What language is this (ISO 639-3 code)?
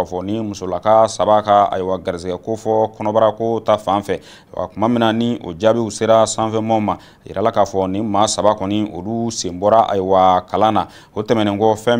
bam